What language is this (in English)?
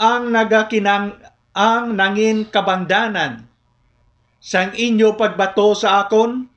Hiligaynon